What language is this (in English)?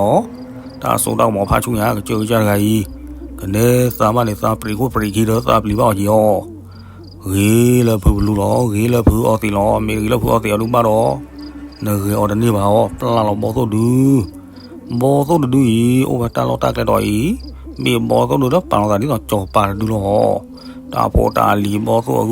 S'gaw Karen